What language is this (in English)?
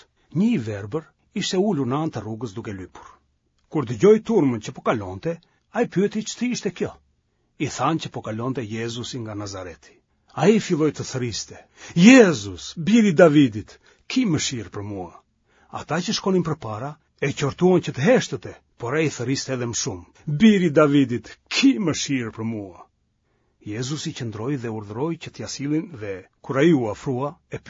Albanian